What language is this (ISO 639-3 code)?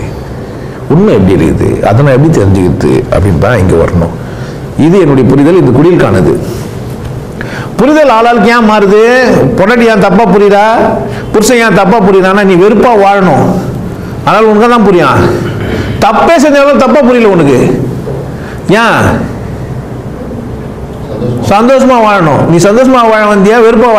tam